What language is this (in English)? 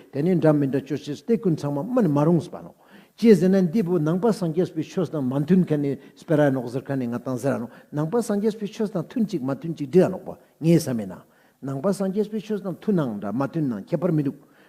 Ladakhi